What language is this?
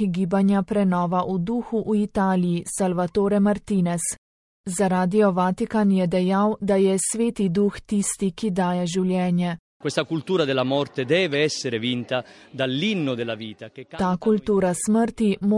Slovenian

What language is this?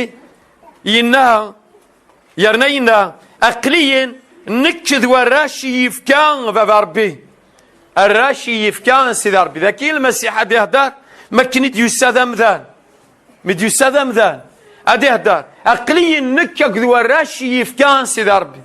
Kabyle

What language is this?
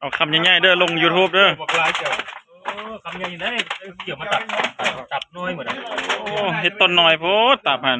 Lao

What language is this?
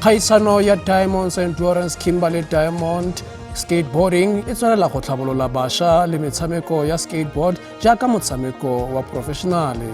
Tswana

